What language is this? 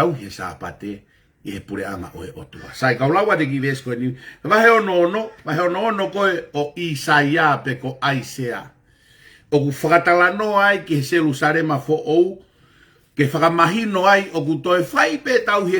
Tongan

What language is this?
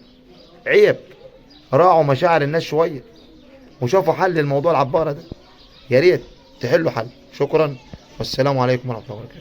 Egyptian Arabic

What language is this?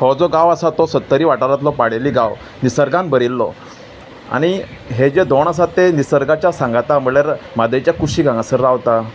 Konkani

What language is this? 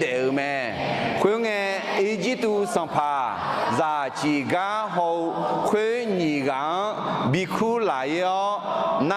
Akha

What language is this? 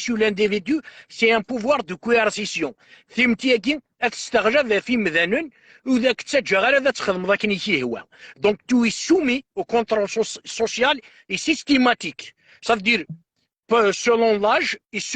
Kabyle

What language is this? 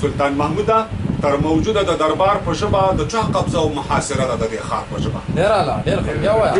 Pashto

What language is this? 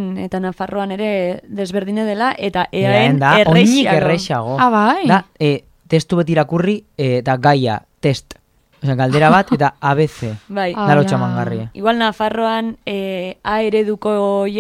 Basque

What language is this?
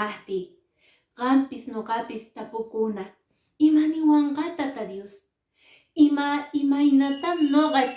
Quechua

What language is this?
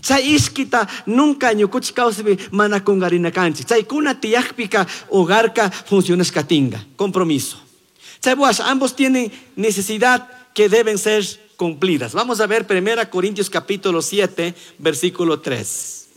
Chimborazo Highland Quichua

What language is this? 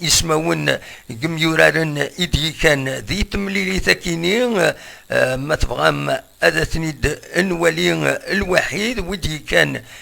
Kabyle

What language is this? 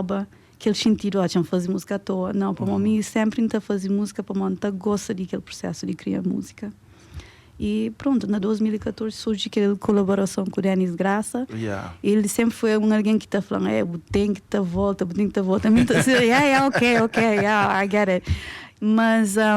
Kabuverdianu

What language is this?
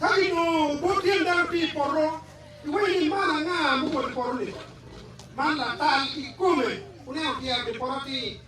Acoli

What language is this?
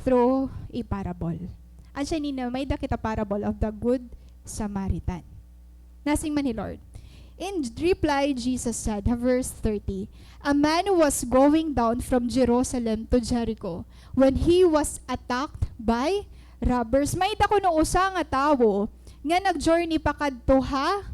Waray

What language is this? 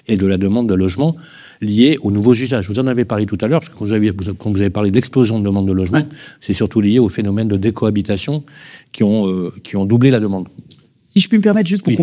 French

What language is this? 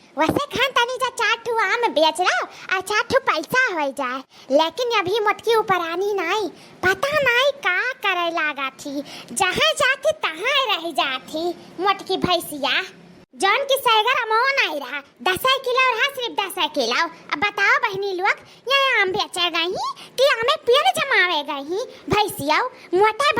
Awadhi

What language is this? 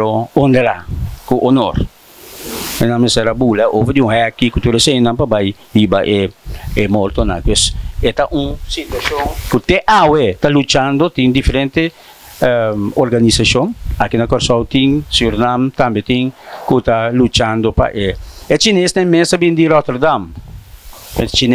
Papiamento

